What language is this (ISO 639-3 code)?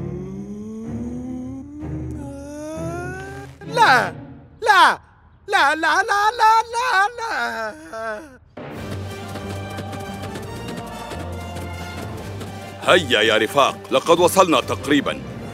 ara